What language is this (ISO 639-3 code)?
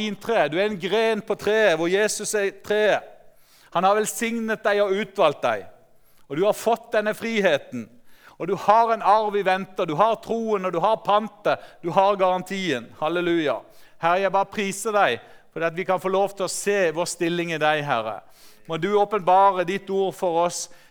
nor